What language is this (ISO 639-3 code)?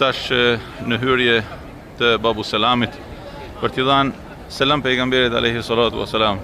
sqi